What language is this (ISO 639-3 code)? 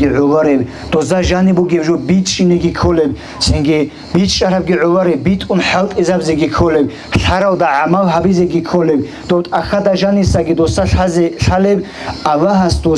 ava